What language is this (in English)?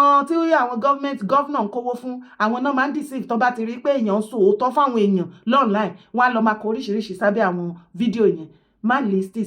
Yoruba